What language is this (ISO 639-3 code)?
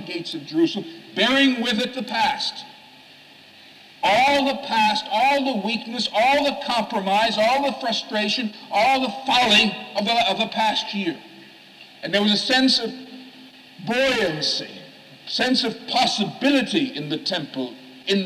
eng